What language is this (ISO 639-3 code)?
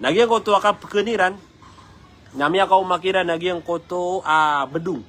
mrw